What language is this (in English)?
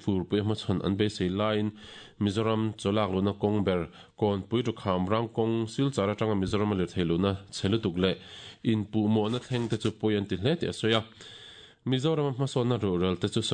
Mizo